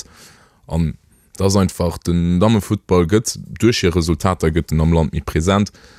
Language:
Luxembourgish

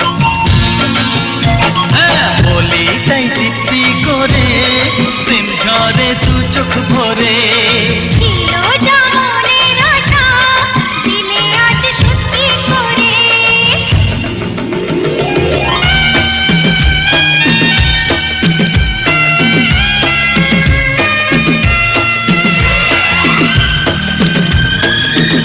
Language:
Bangla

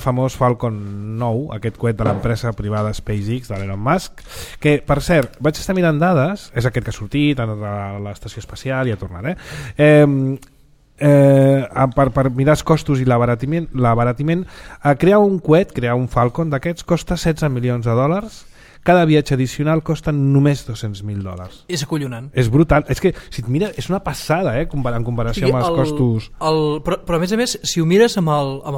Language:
Catalan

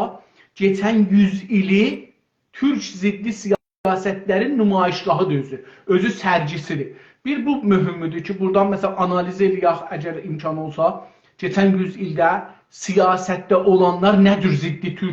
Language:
South Azerbaijani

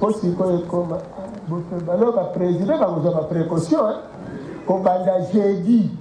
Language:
Lingala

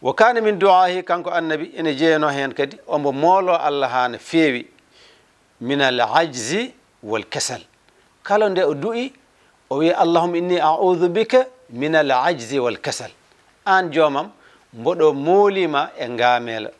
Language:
Fula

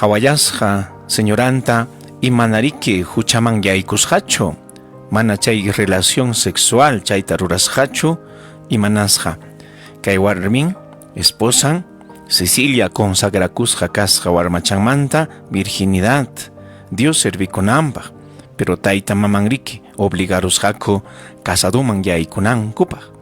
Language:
Ayacucho Quechua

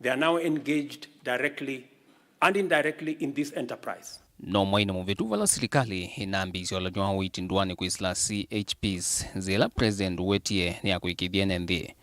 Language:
Kamba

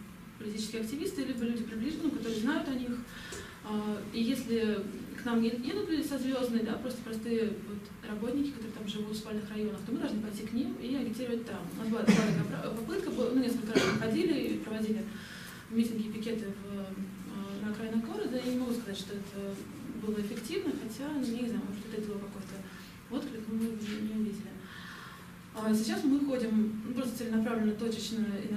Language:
Russian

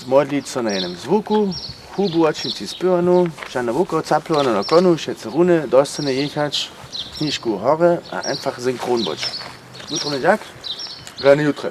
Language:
Upper Sorbian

